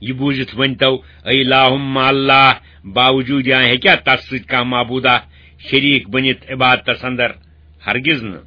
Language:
Kashmiri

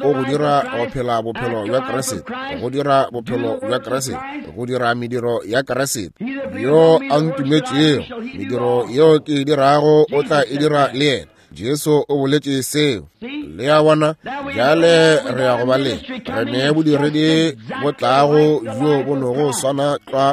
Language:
Northern Sotho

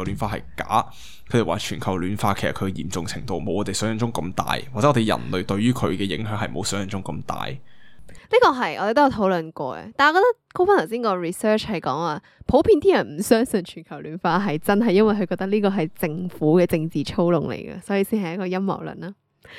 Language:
Cantonese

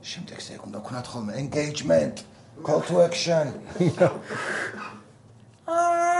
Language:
Georgian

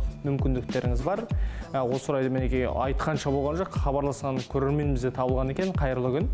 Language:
Kazakh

